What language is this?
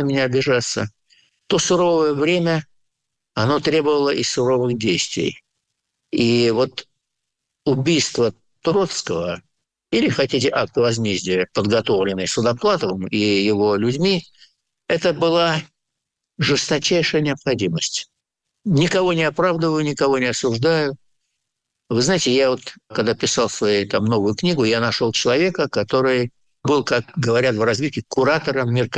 Russian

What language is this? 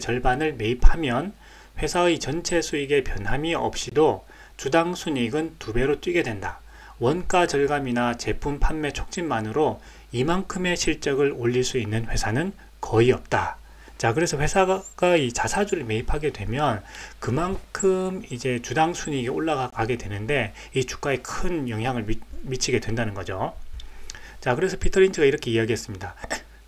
Korean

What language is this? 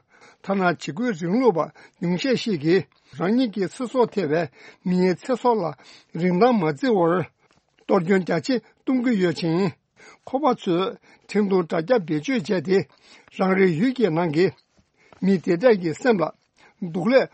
Tibetan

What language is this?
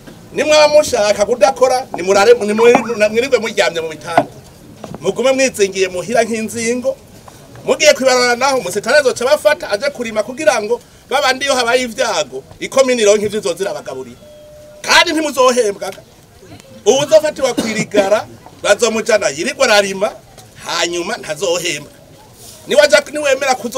Rundi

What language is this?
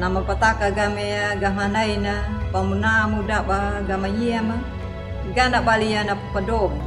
Anakalangu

